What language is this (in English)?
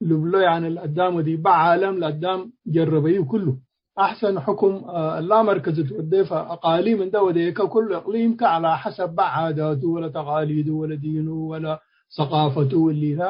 Tigre